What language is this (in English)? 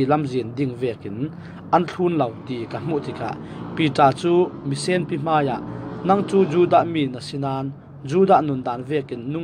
Falam Chin